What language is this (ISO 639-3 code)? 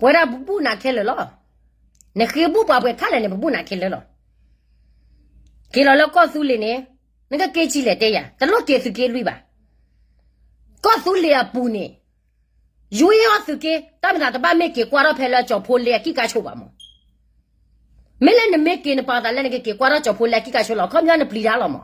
ksw